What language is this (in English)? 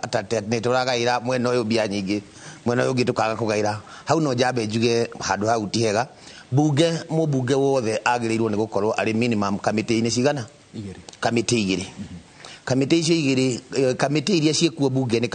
Kikuyu